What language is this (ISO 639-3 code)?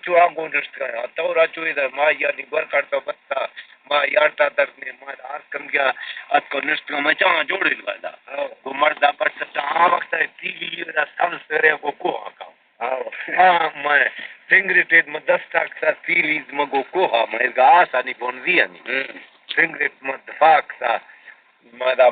bal